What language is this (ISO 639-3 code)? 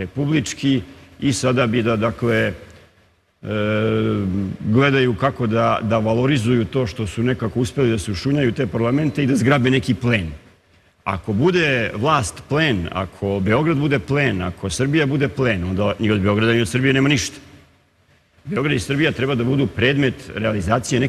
srp